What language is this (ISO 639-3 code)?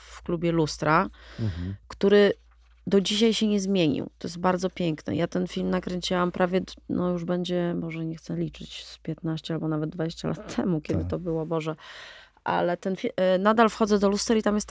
pol